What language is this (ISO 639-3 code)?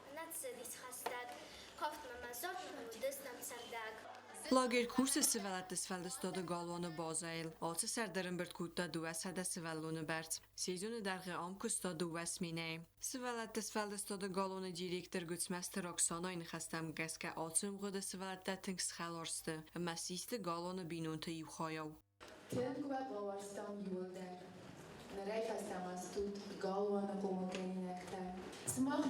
oss